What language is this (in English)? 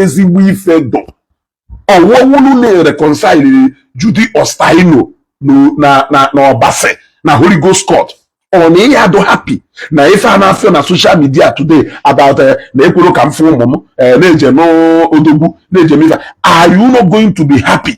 Igbo